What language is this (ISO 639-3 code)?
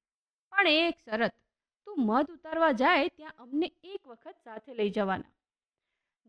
guj